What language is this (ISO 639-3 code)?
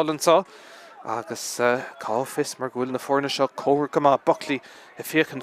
gle